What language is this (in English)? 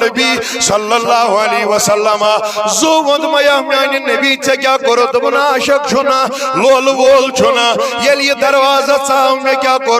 Kashmiri